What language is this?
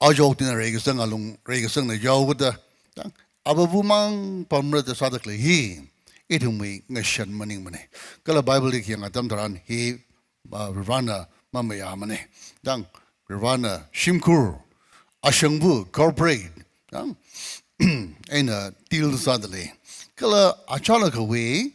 Tangkhul Naga (India)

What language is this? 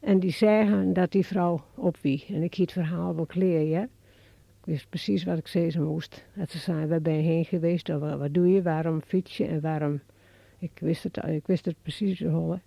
Western Frisian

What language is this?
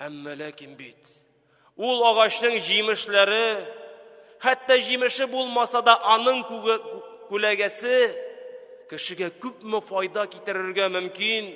Tatar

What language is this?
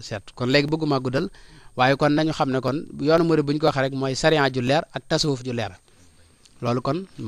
Wolof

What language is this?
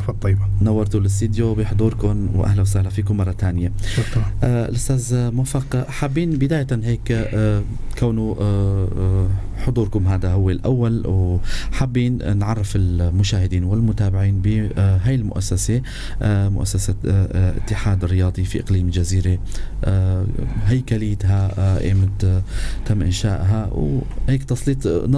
North Levantine Arabic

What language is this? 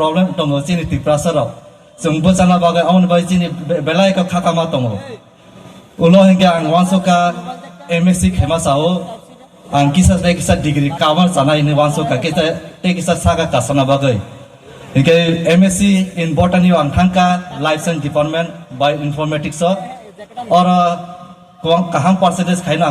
Riang (India)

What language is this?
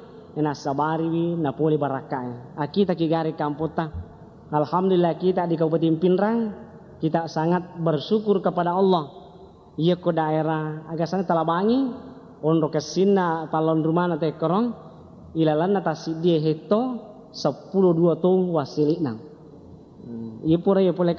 Buginese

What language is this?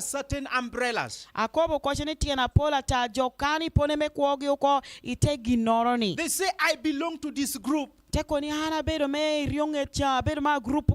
Lango (Uganda)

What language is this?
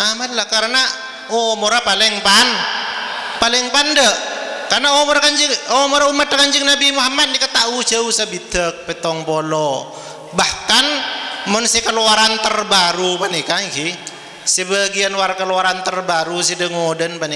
Madurese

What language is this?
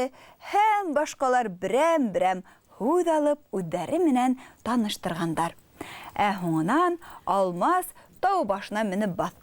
Bashkir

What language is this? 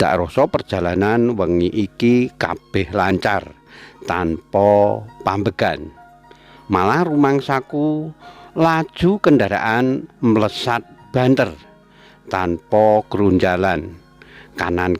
Javanese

